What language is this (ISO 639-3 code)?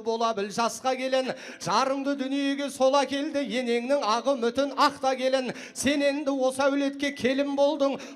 kaz